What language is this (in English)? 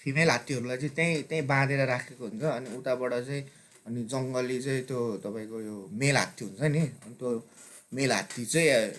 Nepali